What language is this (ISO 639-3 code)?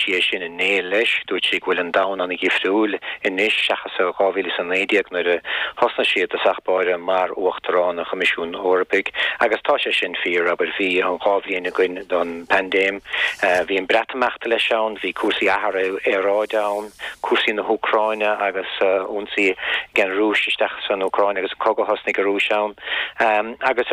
gle